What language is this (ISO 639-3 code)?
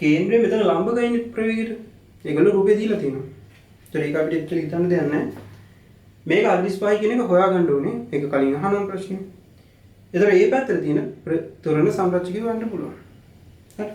sin